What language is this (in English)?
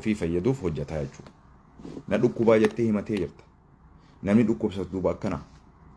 Oromo